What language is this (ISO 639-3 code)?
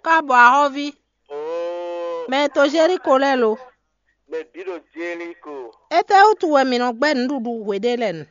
fon